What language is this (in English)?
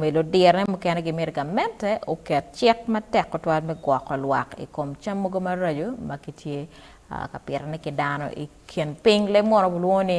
Acoli